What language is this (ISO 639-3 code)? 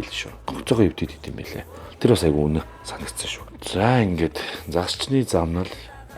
mon